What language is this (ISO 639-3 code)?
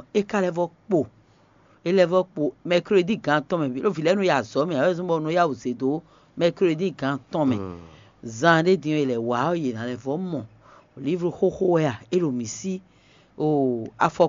fon